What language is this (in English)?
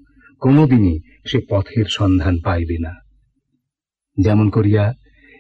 Bangla